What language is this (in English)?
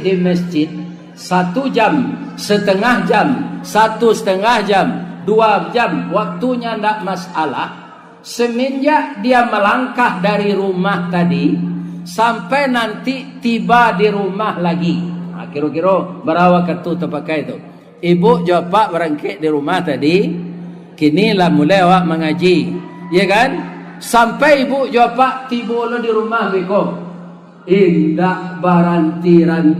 Minangkabau